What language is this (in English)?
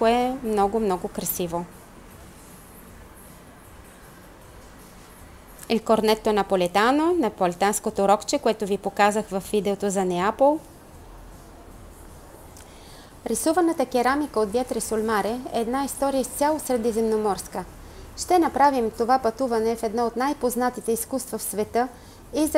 Bulgarian